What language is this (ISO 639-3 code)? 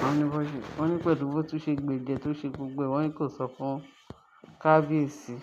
yor